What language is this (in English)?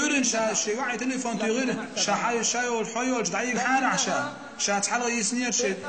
Chechen